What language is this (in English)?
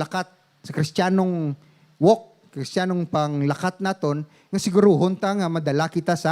Hiligaynon